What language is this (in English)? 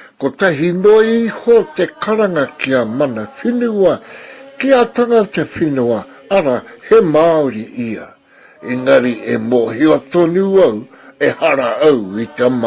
Māori